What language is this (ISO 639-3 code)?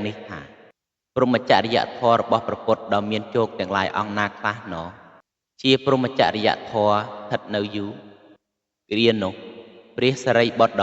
khm